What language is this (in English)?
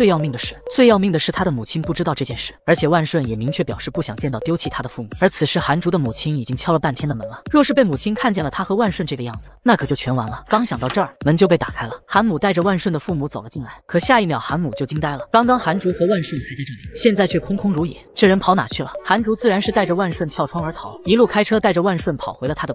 Chinese